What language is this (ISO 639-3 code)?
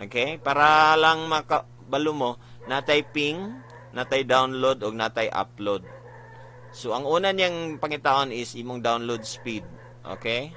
ceb